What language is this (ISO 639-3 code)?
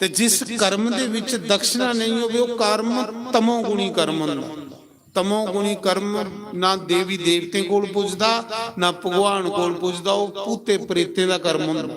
doi